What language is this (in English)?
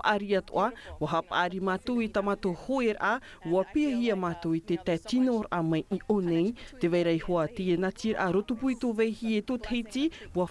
Tahitian